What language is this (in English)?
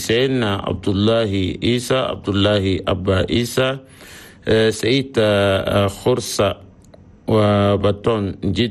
Chadian Arabic